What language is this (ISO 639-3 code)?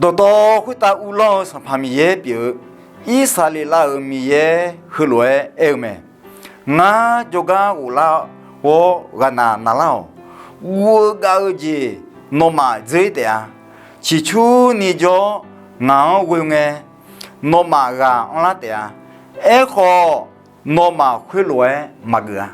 ahk